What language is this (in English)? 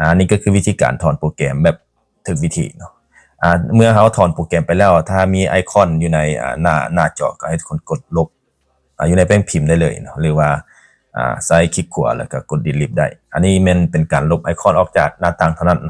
Lao